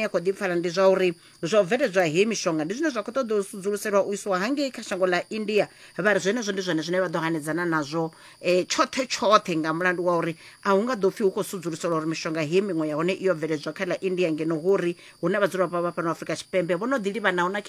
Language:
Venda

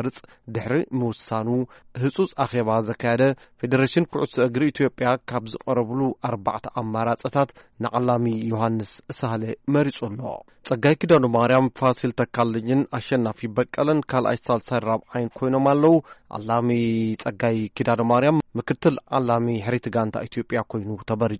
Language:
Tigrinya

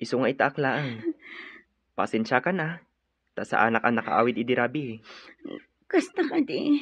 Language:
Iloko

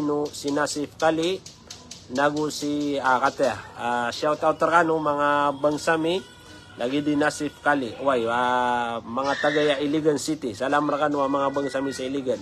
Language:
Maranao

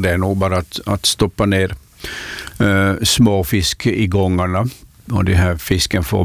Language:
Swedish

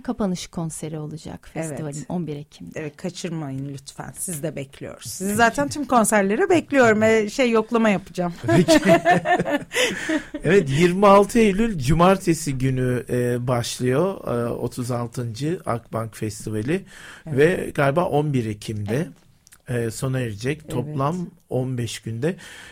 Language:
Turkish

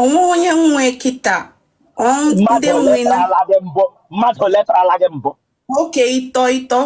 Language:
Igbo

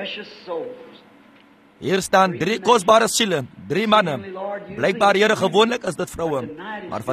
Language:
Afrikaans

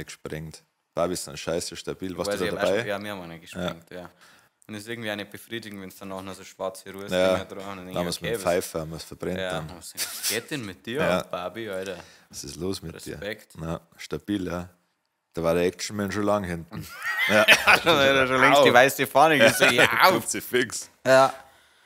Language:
Bavarian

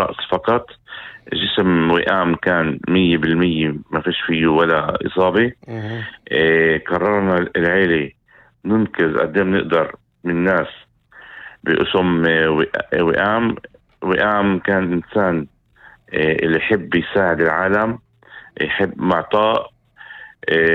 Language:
North Levantine Arabic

